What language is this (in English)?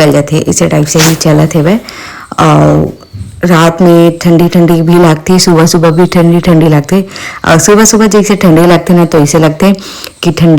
Chhattisgarhi